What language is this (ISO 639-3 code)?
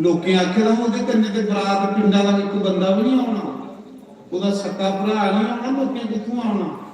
doi